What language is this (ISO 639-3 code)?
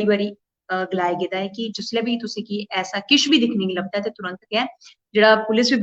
doi